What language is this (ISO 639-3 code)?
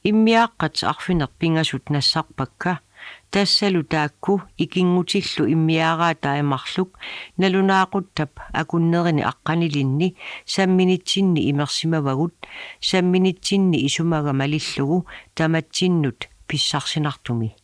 kal